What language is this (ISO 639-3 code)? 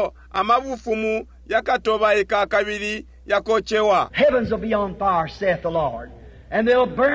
bem